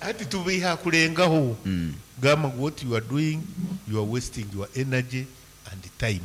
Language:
Nyankole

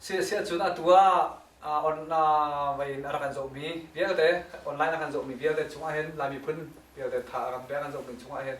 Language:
Hakha Chin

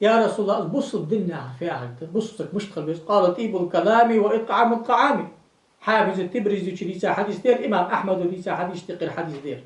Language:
Ingush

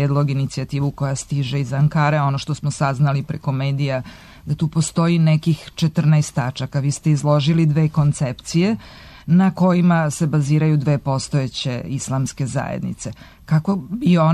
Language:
Serbian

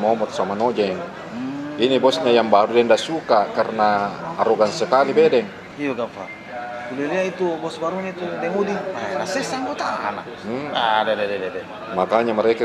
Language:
Makassar Malay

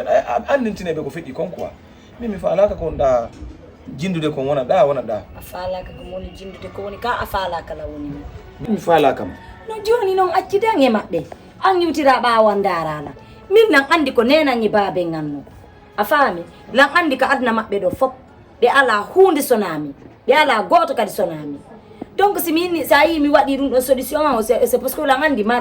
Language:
Fula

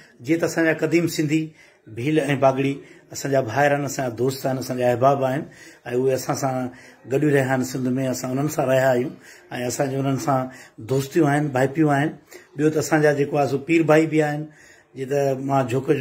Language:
Sindhi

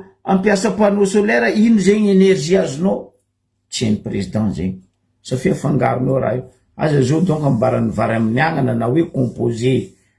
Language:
Malagasy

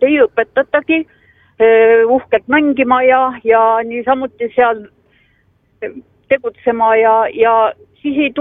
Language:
Estonian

